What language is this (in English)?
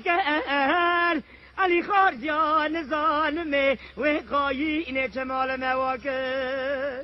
Kurdish